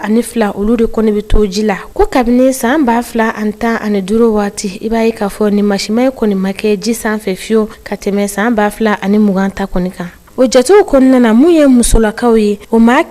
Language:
Bambara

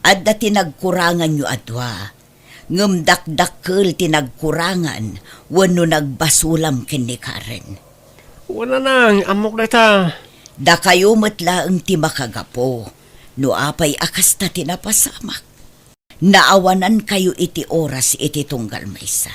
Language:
Iloko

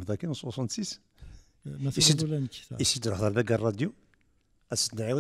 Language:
Kabyle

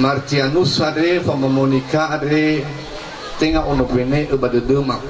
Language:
Nias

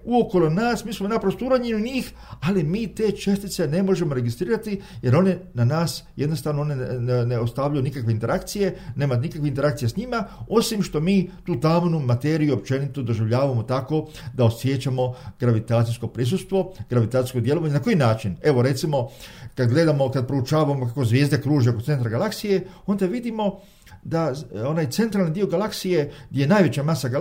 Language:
Croatian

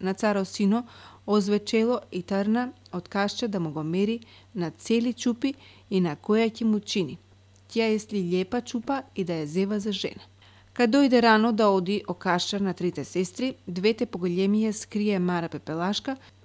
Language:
Macedonian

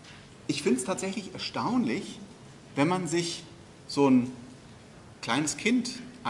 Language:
German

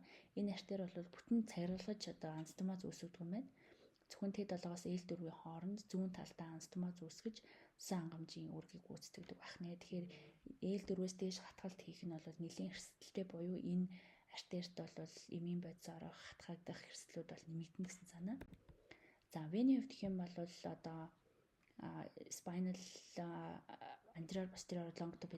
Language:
Mongolian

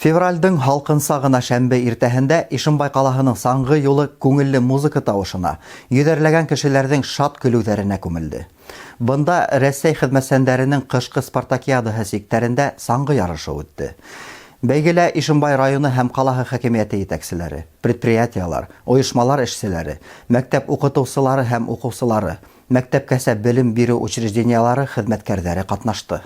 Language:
Bashkir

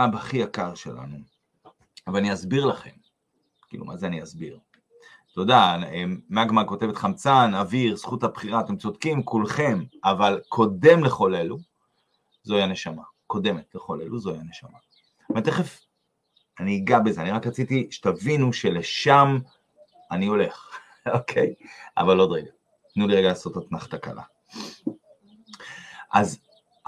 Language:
Hebrew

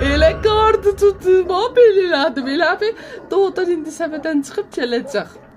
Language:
South Azerbaijani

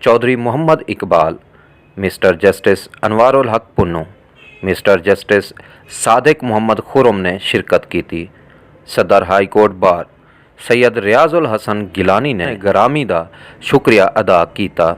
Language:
Western Panjabi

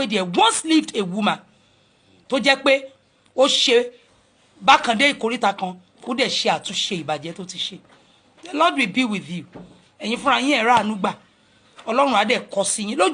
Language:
Yoruba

